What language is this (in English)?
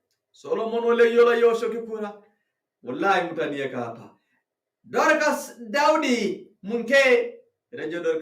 Masai